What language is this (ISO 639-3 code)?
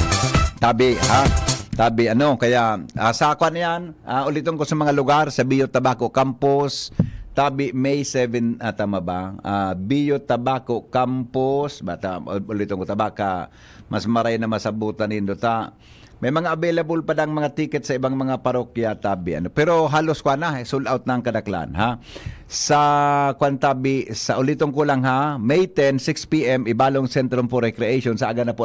bik